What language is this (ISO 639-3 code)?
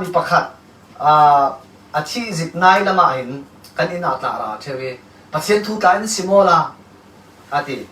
cfm